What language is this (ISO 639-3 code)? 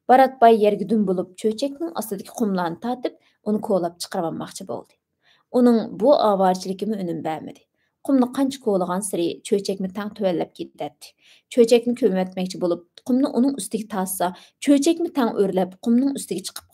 uig